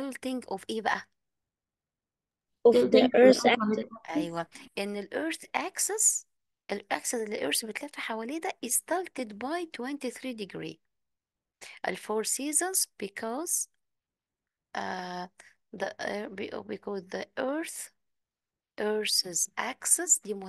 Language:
Egyptian Arabic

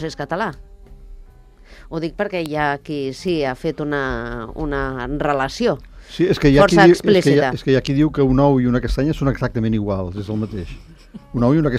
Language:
Catalan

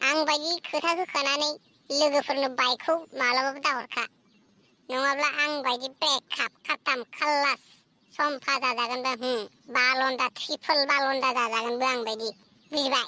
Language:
Bodo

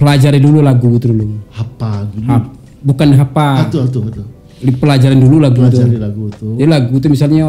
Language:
Minangkabau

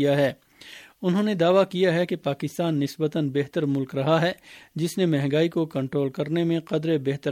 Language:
Urdu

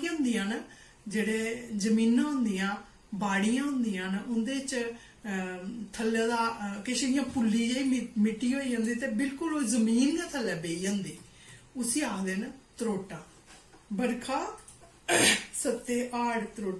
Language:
Dogri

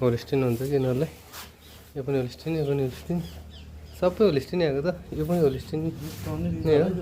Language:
Nepali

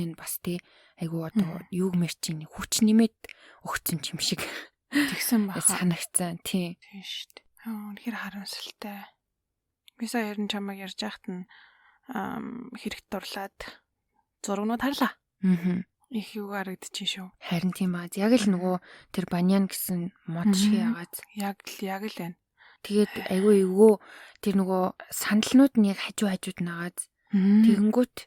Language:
Mongolian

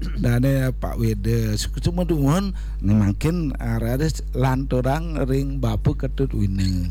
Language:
Balinese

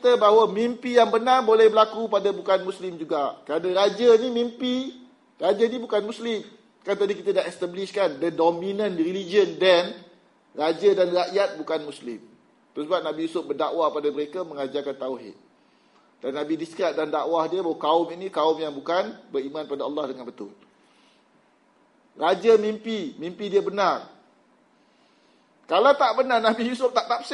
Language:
Malay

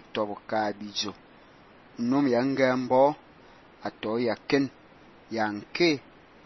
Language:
Fang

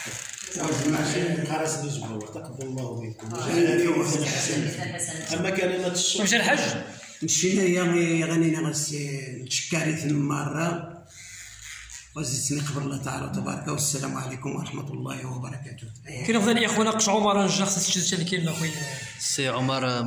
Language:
Moroccan Arabic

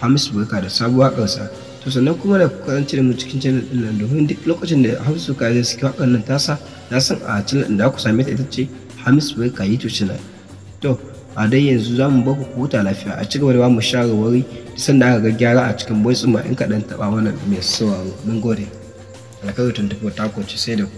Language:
Hausa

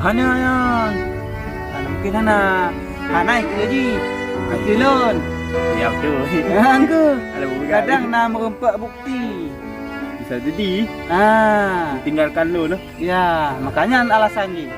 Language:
Achinese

